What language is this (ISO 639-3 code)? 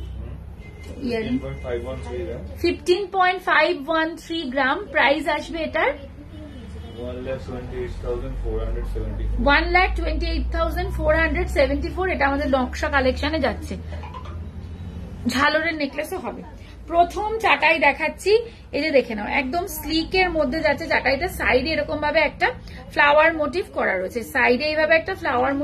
ben